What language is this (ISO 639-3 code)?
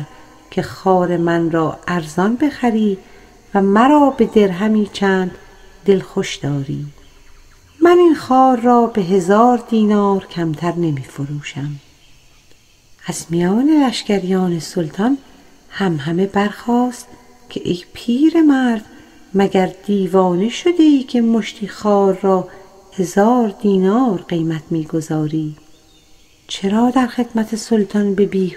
fas